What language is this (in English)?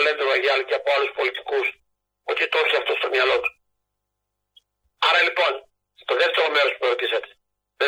Greek